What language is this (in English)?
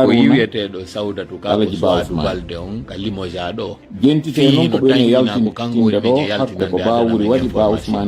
Fula